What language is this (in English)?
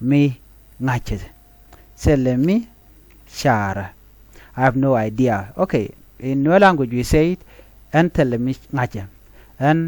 Nuer